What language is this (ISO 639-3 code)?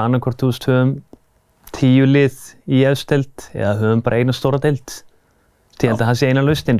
isl